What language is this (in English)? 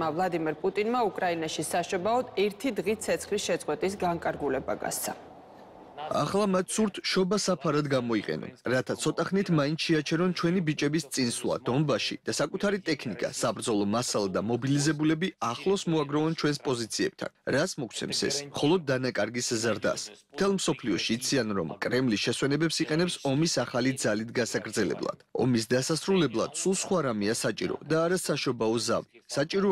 Georgian